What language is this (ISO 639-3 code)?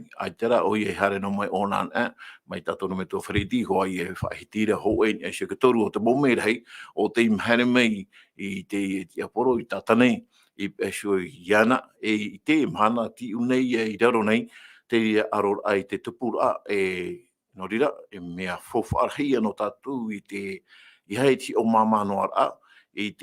tah